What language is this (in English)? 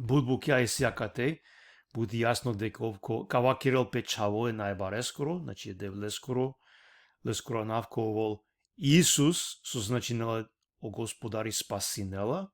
Balkan Romani